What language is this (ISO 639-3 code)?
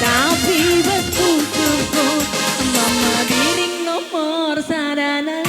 btx